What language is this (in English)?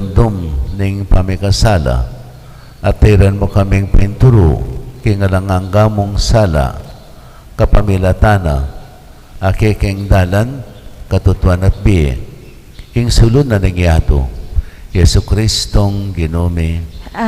Pampanga